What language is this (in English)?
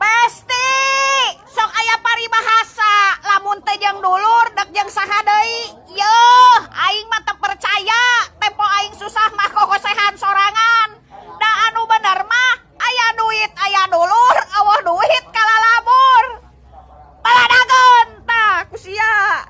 Sundanese